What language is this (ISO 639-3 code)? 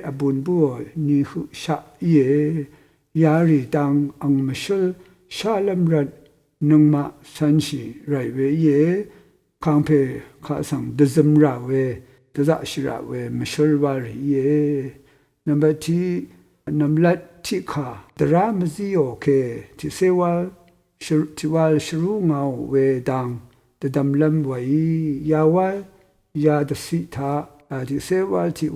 raw